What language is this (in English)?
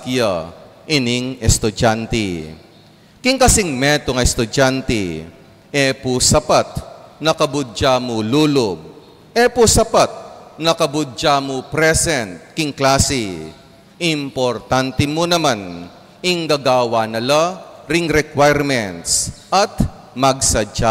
Pampanga